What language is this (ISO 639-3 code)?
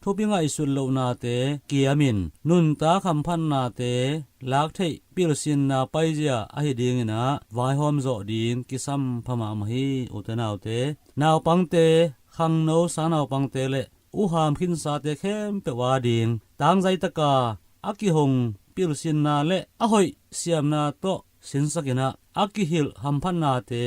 ctd